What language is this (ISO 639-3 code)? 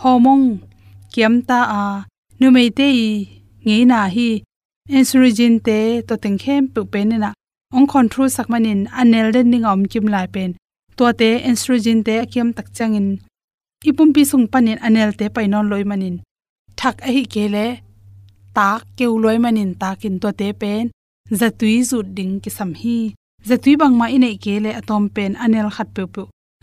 ctd